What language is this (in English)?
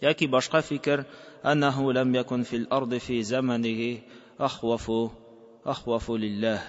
Tatar